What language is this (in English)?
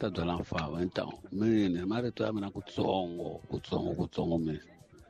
Tsonga